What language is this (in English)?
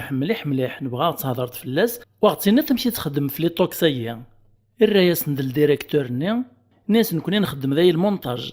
Kabyle